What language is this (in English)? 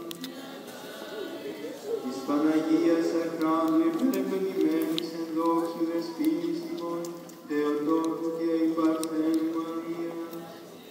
Greek